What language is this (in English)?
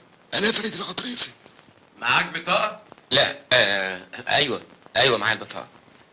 Egyptian Arabic